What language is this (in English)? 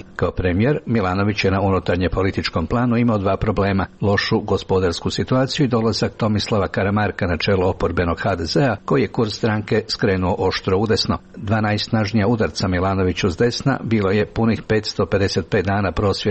Croatian